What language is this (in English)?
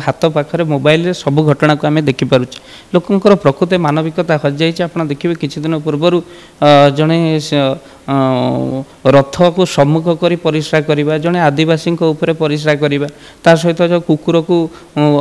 Odia